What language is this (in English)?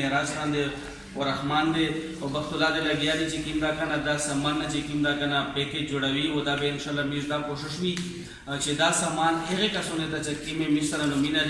Pashto